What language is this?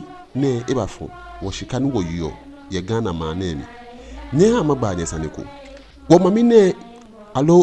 Ga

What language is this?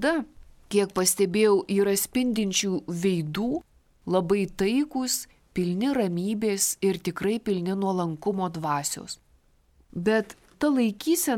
Lithuanian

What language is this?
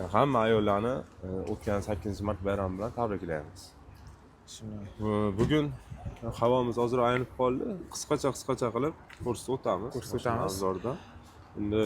Uzbek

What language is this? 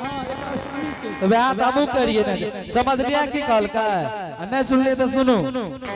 Angika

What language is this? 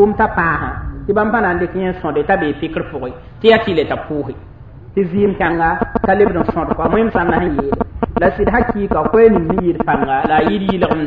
Mossi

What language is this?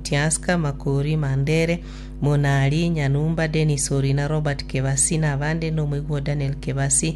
Gusii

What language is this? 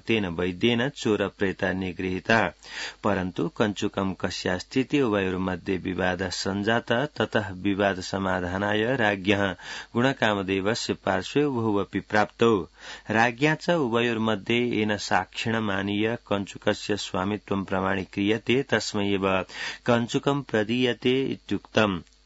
Sanskrit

